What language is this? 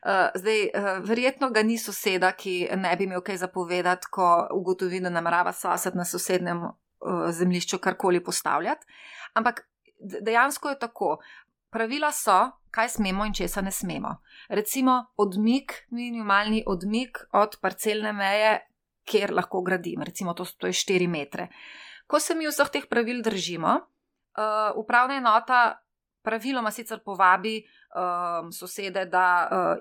Slovenian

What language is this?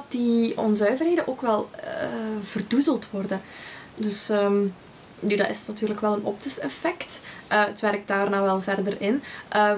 Dutch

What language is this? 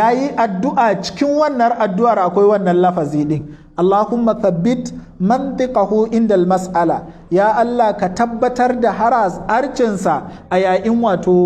Hausa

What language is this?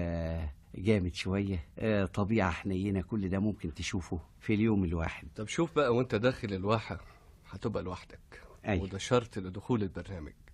Egyptian Arabic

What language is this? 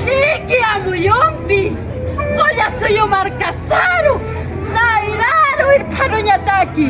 Aymara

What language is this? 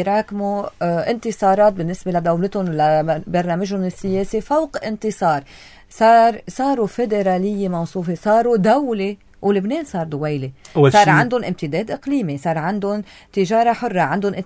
North Levantine Arabic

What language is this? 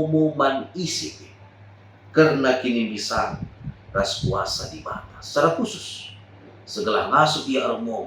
Batak Karo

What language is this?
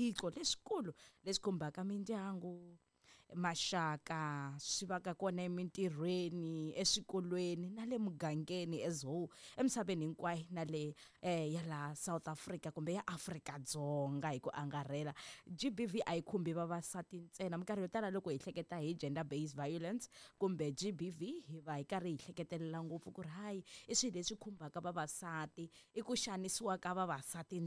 Tsonga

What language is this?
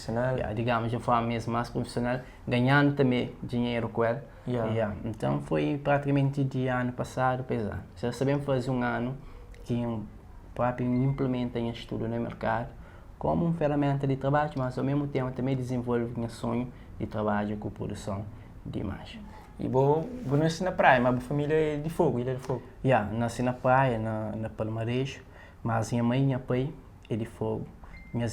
Kabuverdianu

